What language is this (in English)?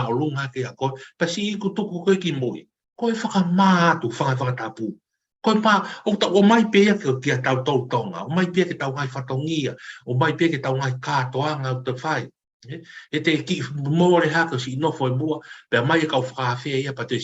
Tongan